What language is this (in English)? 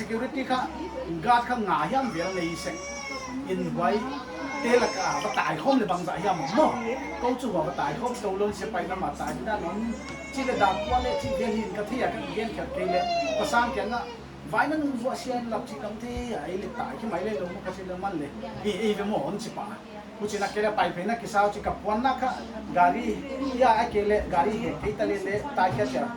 Paite Chin